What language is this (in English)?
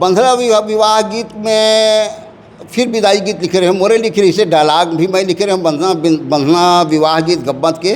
Chhattisgarhi